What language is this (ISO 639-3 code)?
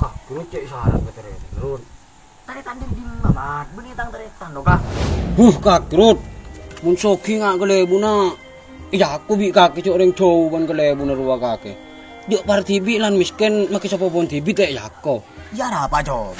mad